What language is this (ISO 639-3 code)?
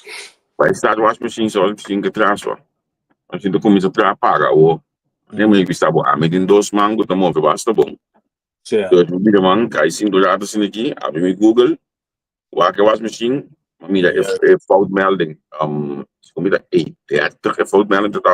pap